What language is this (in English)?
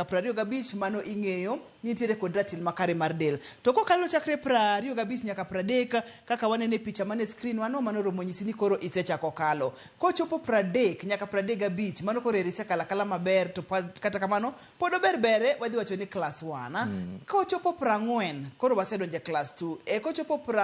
Luo (Kenya and Tanzania)